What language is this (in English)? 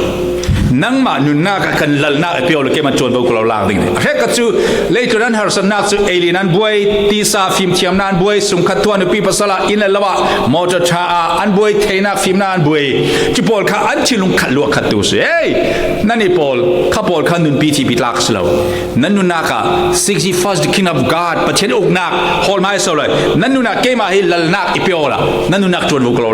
Falam Chin